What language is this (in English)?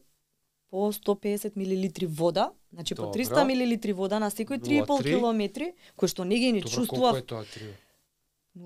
Macedonian